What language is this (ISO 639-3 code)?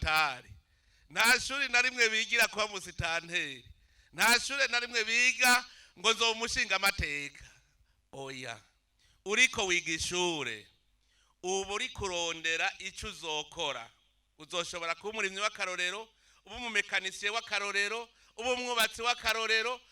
run